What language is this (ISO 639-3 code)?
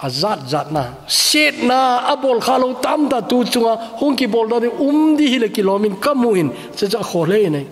tcz